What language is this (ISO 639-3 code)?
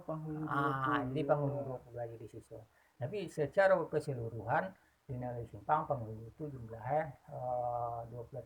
min